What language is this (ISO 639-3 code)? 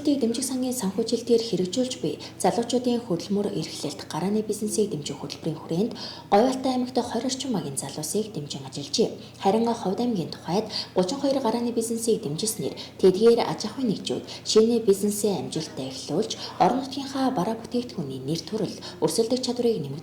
mon